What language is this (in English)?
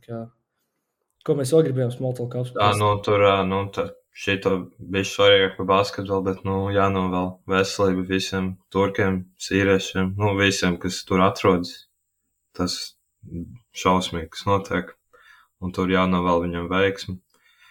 Latvian